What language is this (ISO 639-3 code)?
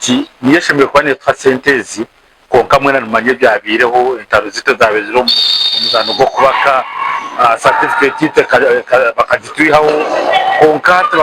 nyn